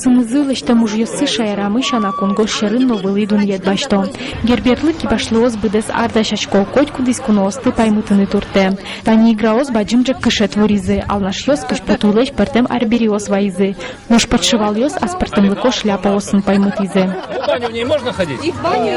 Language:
Udmurt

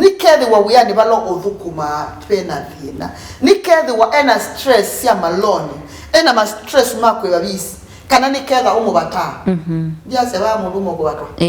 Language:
Kamba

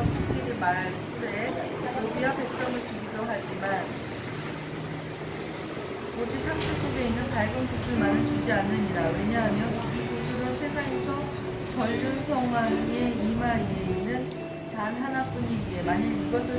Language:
Korean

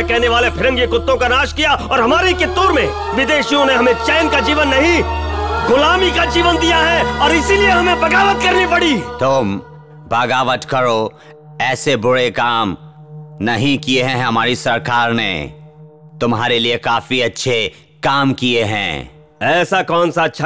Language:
Hindi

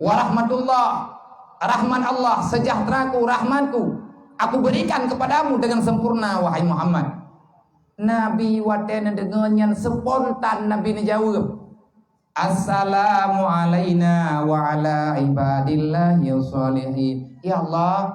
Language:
Achinese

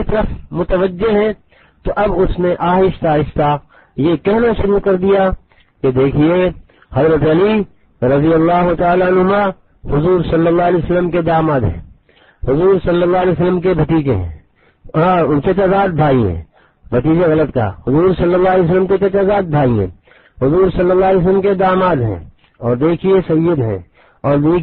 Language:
Urdu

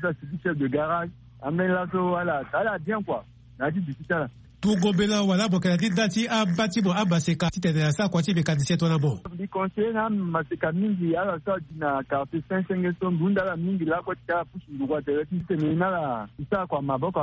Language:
Sango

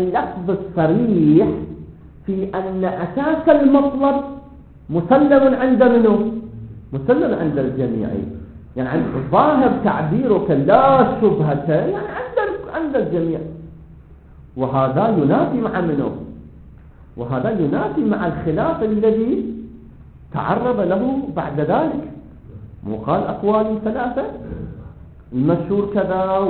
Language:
Arabic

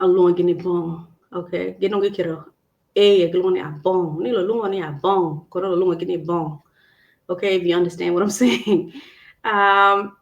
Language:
Acoli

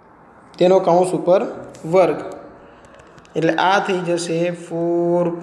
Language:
Gujarati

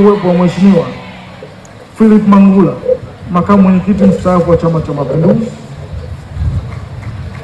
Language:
Swahili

